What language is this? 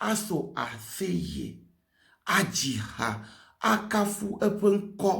Ewe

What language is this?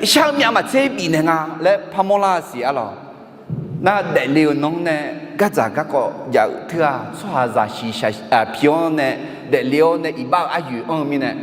Akha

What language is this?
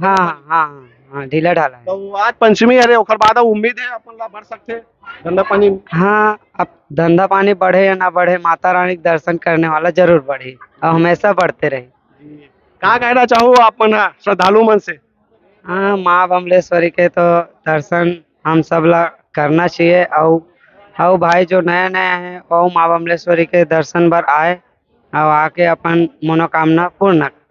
Chhattisgarhi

